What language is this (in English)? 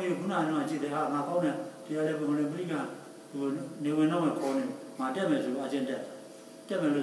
Burmese